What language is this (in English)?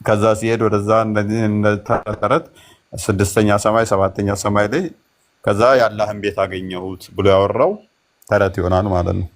Amharic